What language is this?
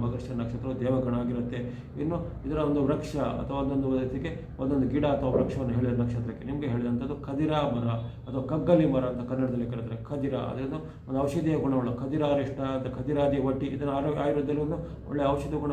Kannada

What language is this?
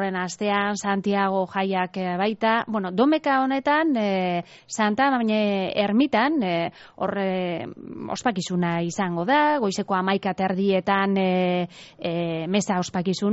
Basque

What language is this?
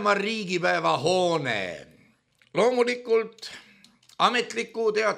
Estonian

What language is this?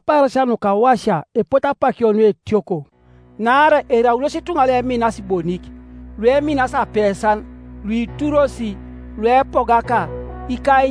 Teso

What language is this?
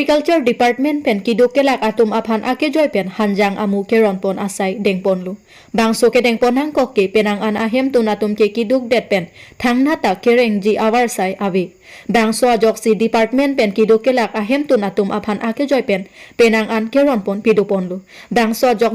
Karbi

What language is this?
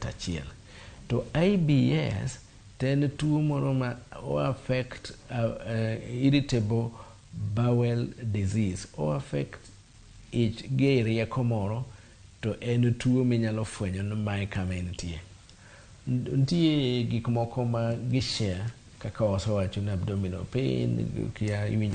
Luo (Kenya and Tanzania)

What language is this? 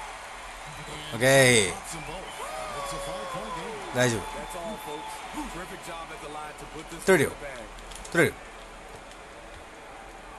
Japanese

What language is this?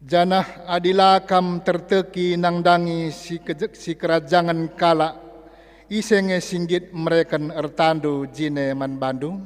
Batak Karo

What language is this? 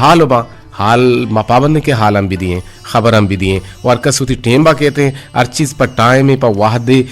Eastern Balochi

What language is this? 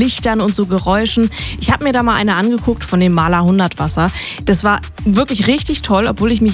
German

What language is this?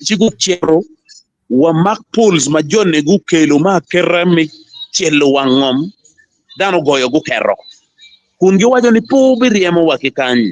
Acoli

